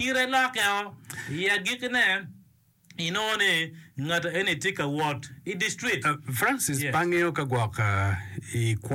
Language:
Acoli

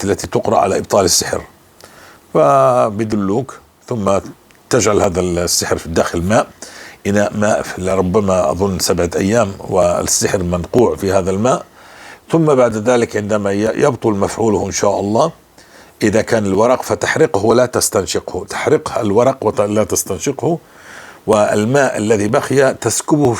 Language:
North Levantine Arabic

